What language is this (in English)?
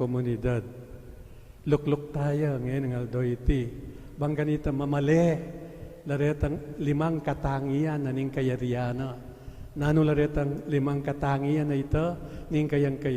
Pampanga